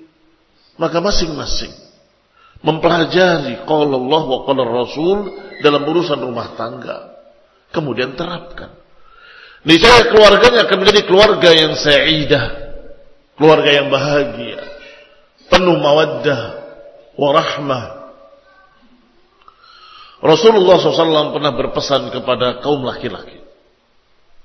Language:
Indonesian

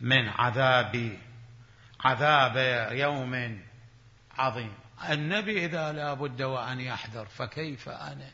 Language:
Mesopotamian Arabic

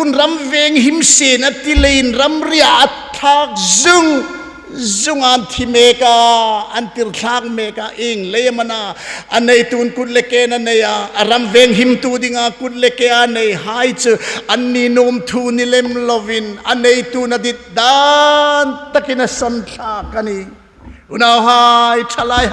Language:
Hmar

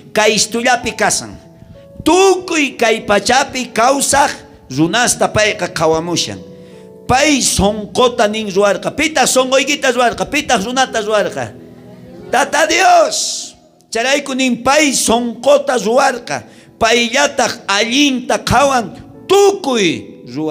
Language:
South Bolivian Quechua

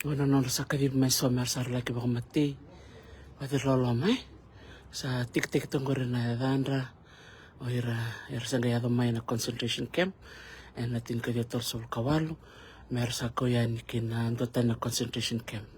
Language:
Fijian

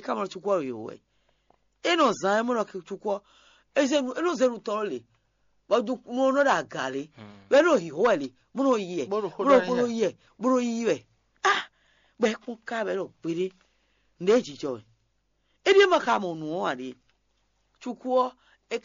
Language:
Fon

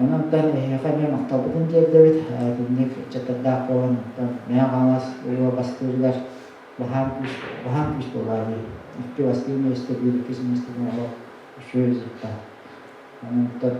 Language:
Yakut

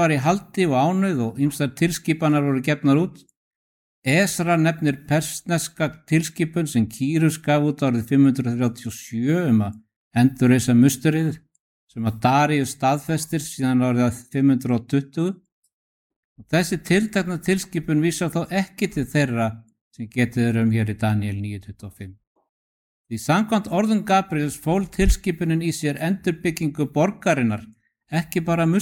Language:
Icelandic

